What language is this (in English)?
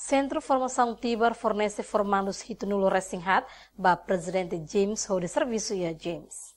Tetum